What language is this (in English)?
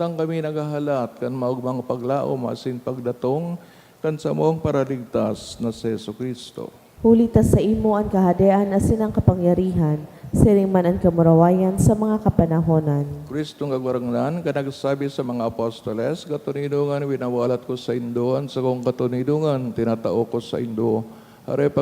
Bikol